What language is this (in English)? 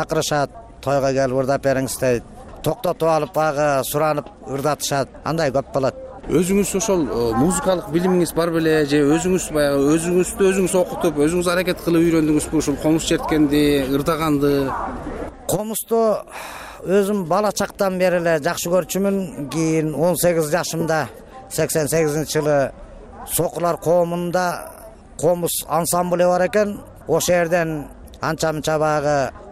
Kyrgyz